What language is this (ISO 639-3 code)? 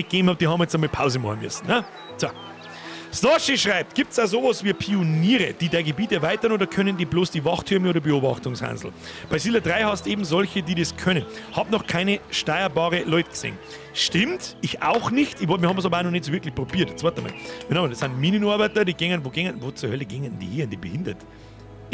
bar